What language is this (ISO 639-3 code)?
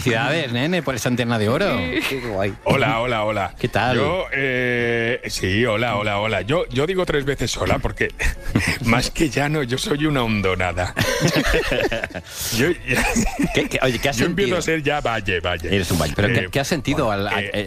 spa